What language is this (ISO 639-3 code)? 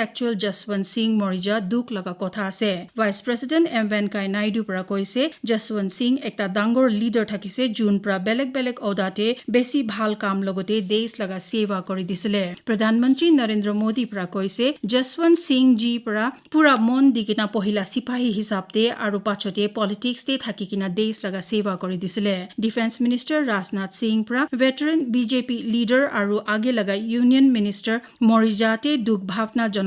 nag